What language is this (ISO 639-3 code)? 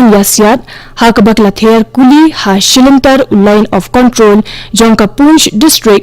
kha